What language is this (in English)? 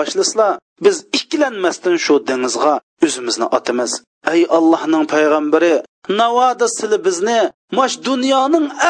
Uyghur